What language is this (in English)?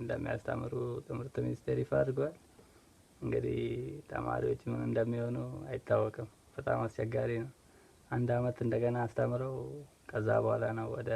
Amharic